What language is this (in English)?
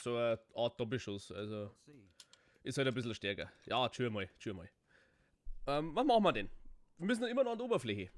Bavarian